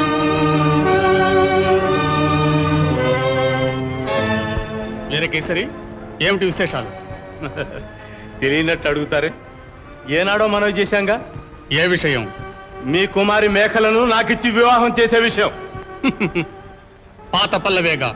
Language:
Telugu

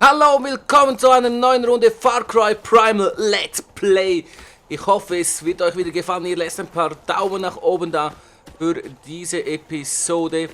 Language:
Swiss German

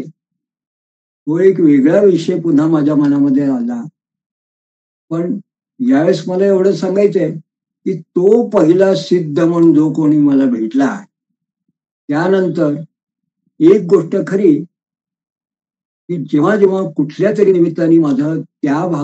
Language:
Marathi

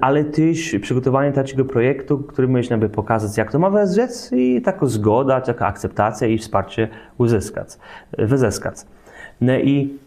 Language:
Kashubian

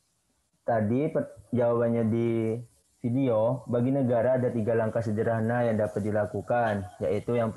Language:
Indonesian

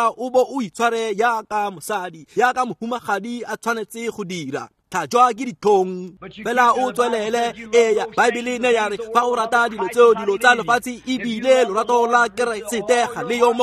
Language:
Tswana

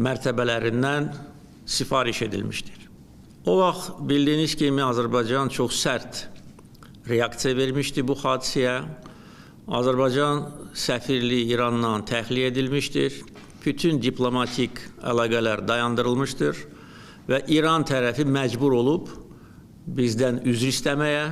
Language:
Azerbaijani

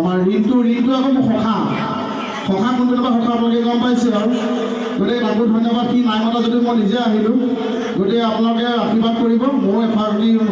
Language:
Assamese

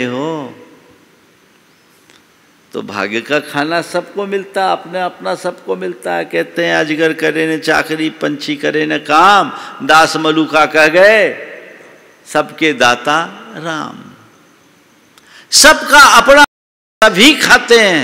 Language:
Hindi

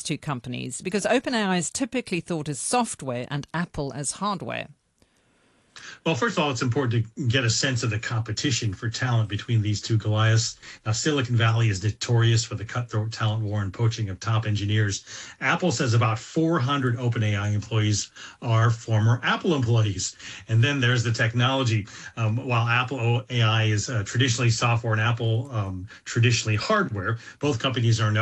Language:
English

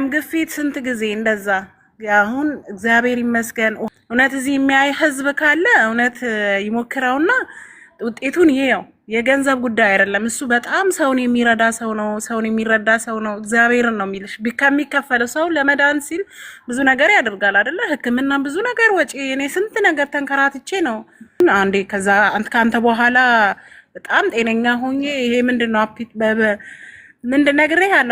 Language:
Amharic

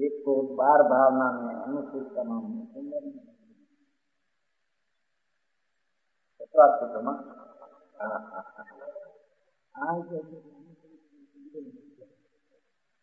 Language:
Gujarati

